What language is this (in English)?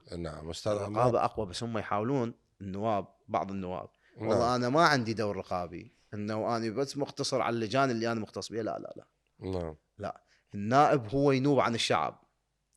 Mesopotamian Arabic